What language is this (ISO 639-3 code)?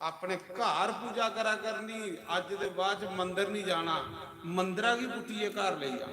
doi